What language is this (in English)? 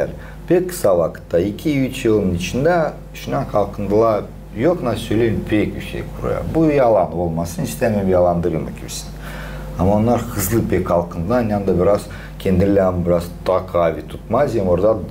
Gagauz